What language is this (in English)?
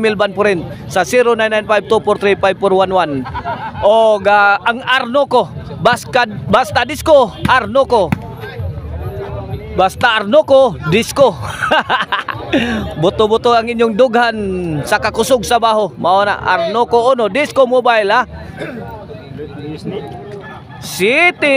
Cebuano